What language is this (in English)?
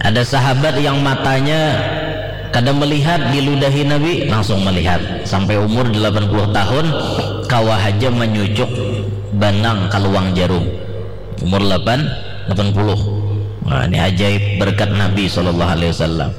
Banjar